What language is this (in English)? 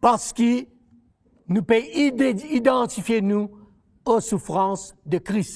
Morisyen